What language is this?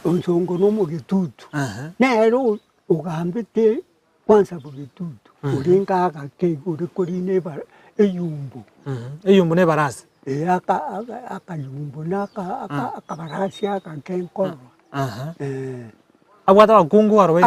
Gusii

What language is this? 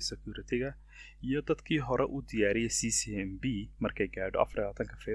Somali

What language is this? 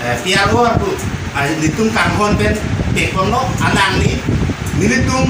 Karbi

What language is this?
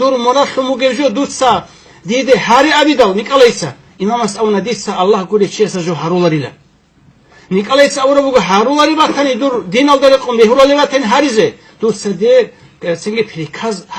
Avaric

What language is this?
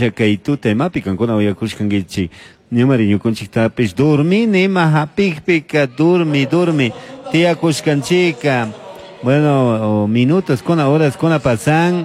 Chimborazo Highland Quichua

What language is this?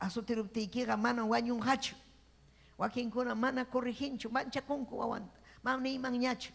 Ayacucho Quechua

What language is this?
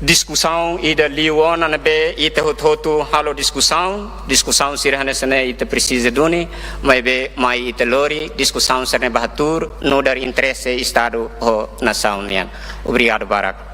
Tetum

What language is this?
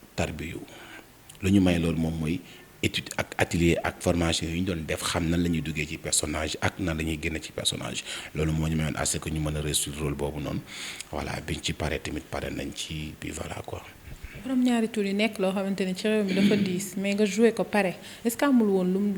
Wolof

